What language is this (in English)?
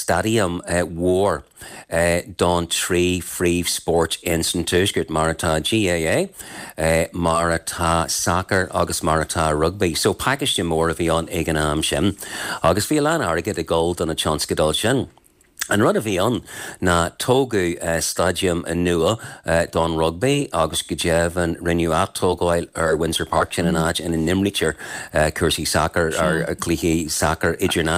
Irish